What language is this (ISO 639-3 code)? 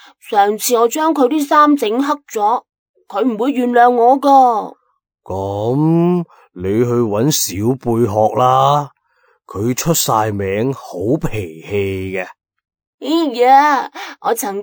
yue